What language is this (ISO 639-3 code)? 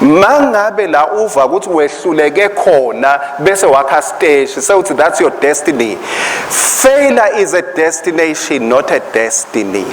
ssw